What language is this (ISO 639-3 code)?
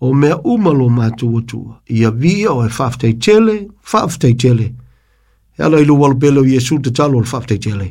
smo